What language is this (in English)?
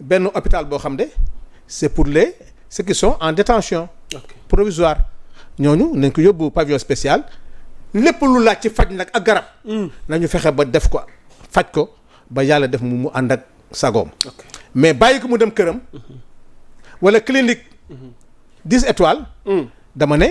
Wolof